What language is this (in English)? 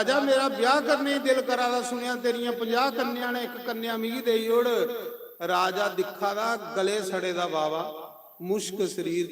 Dogri